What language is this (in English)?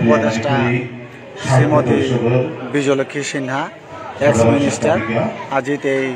Bishnupriya